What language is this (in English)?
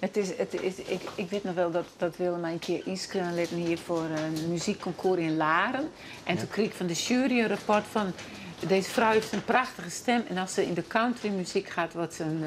Western Frisian